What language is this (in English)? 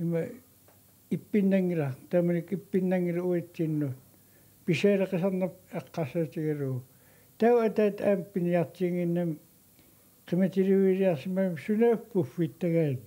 Kalaallisut